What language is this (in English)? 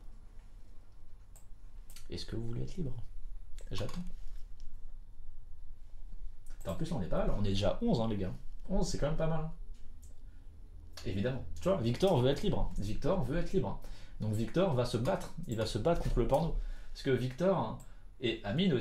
French